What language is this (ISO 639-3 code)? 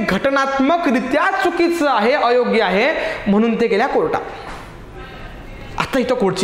mar